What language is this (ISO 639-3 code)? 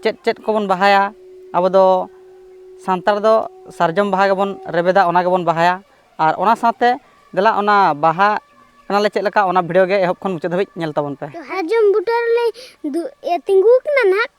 sat